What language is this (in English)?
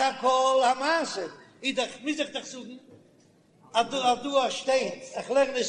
Yiddish